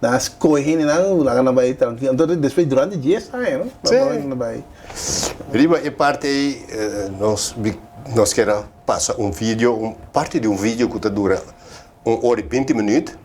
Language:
Papiamento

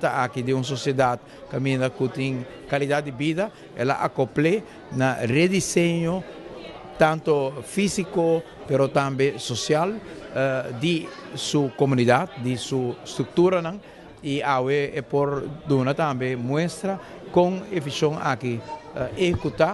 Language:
Papiamento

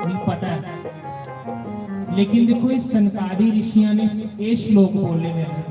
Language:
Dogri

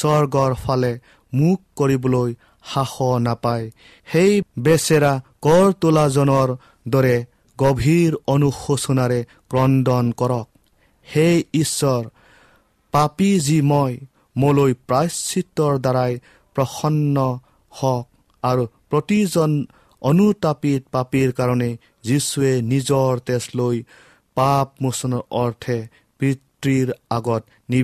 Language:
Assamese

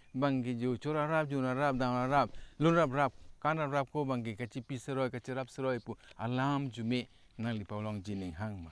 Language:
Karbi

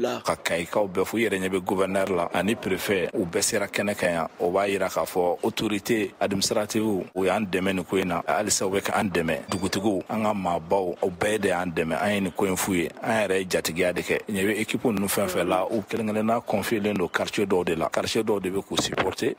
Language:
Bambara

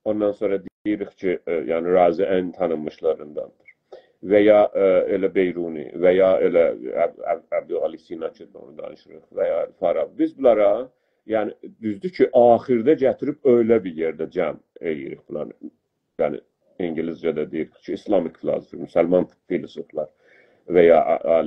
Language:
South Azerbaijani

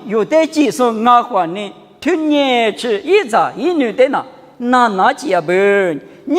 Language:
Lisu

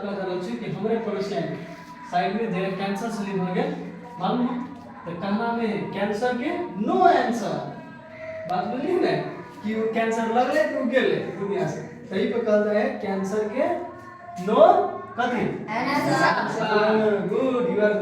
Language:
Maithili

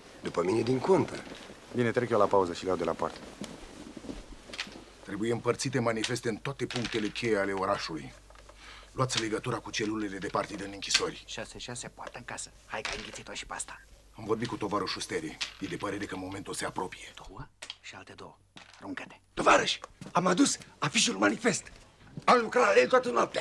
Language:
Romanian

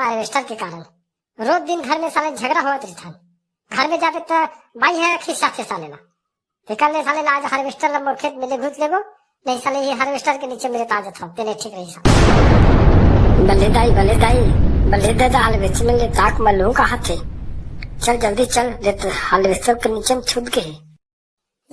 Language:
Chhattisgarhi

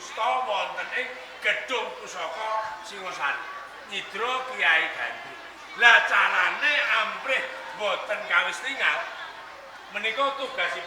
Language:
Javanese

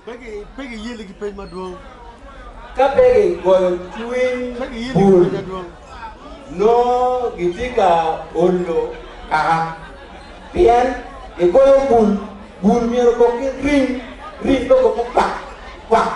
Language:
Acoli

